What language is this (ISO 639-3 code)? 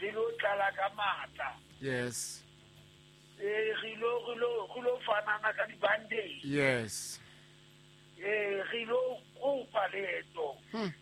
sot